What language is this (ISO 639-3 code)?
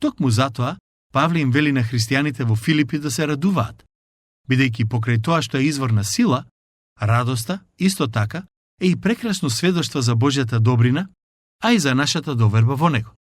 mkd